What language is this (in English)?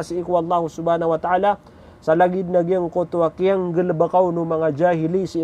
Maranao